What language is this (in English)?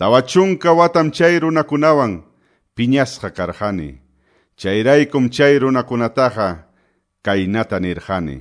Quechua